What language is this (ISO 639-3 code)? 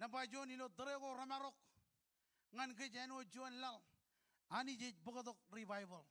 mah